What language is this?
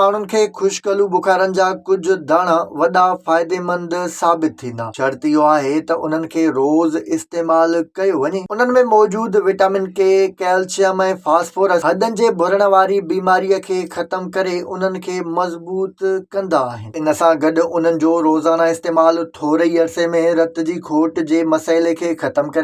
Sindhi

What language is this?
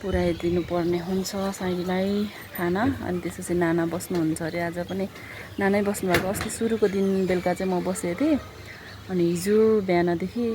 Nepali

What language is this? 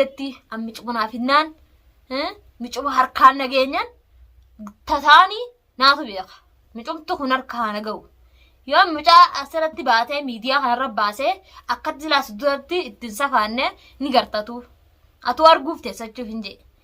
Oromo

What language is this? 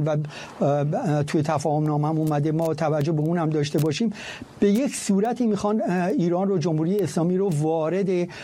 Persian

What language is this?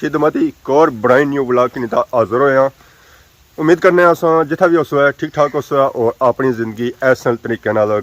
Pahari-Potwari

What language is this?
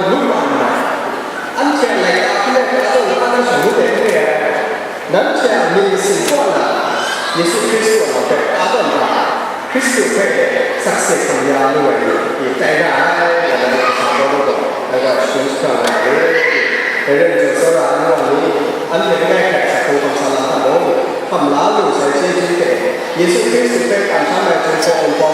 Kachin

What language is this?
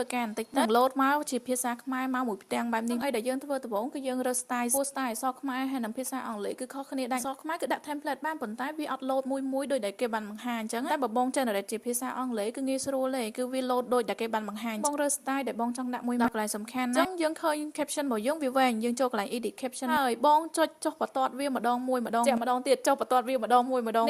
Khmer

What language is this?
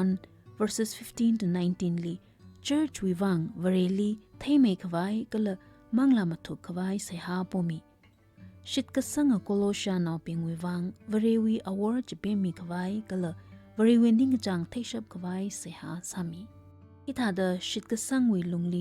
Tangkhul Naga (India)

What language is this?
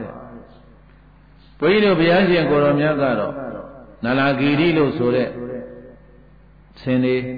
Burmese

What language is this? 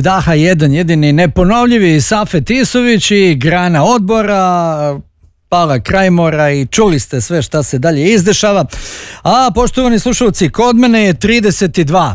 Bosnian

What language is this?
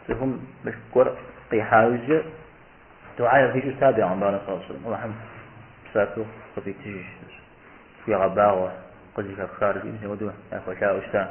Kabardian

